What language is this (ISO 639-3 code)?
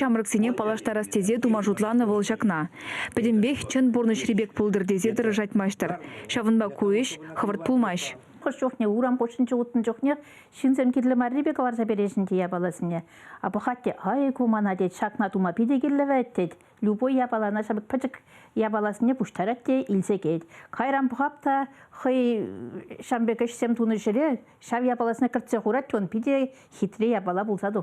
chv